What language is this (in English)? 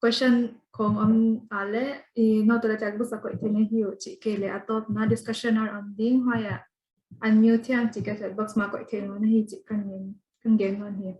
Paite Chin